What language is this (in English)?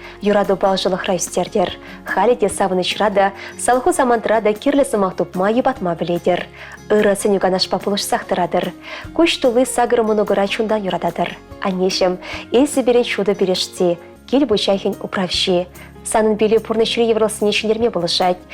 Chuvash